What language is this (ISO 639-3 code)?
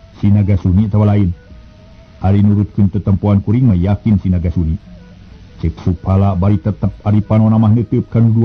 sun